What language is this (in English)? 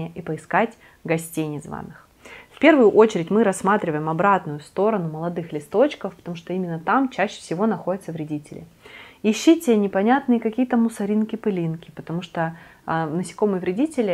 Russian